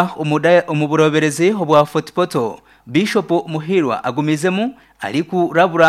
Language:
Nyankole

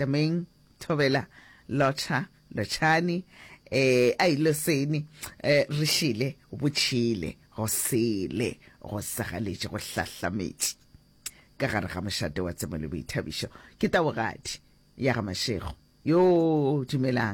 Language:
Northern Sotho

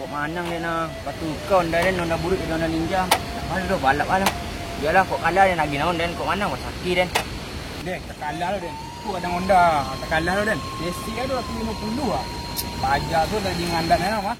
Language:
Minangkabau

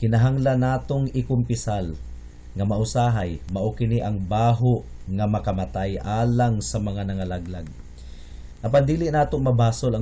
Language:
Cebuano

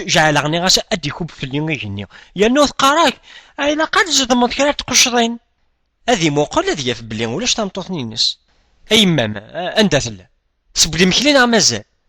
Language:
Kabyle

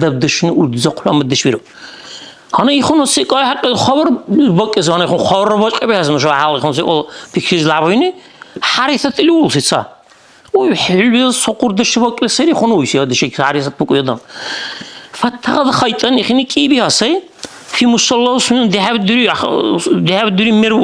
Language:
Dargwa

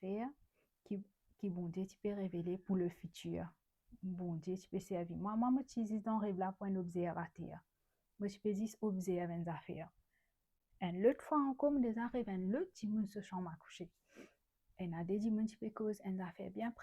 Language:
Morisyen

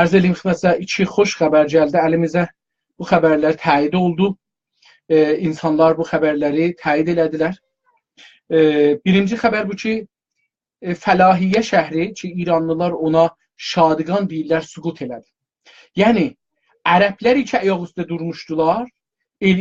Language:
South Azerbaijani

